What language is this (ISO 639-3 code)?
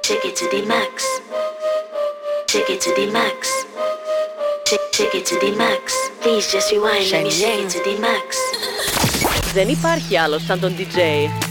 eng